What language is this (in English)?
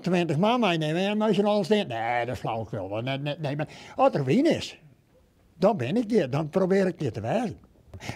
Western Frisian